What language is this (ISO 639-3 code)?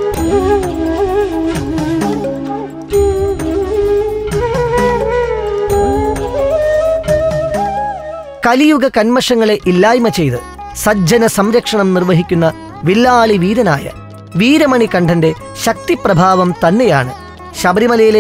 mal